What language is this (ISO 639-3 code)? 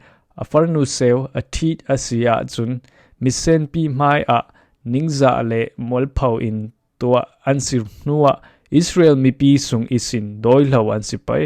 cfm